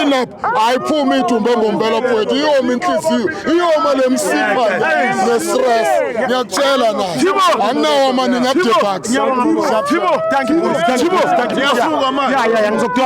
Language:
Zulu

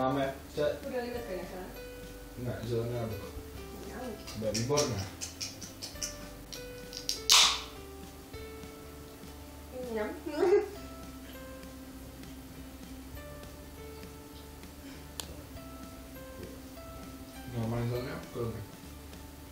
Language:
Czech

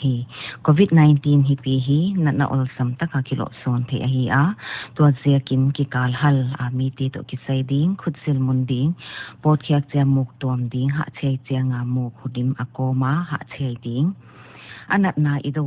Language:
Paite Chin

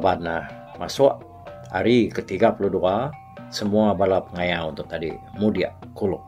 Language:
Iban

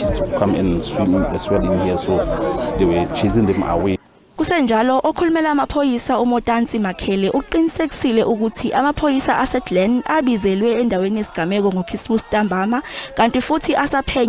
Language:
Zulu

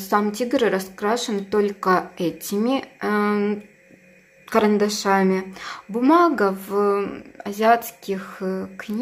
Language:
Russian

